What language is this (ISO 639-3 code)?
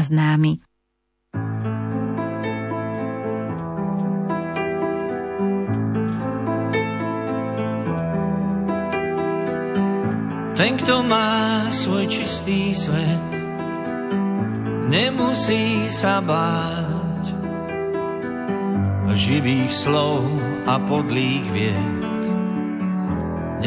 slk